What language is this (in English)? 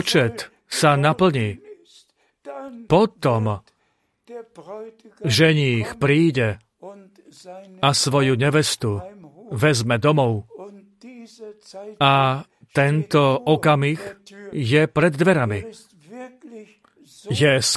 Slovak